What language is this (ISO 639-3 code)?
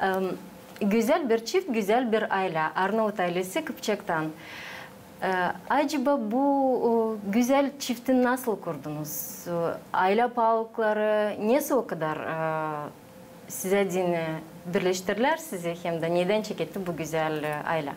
gag